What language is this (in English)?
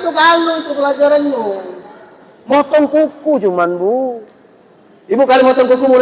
Musi